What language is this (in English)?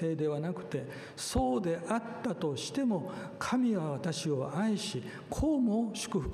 Japanese